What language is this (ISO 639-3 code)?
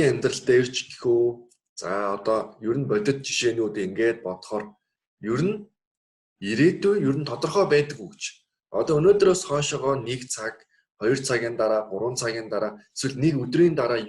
mon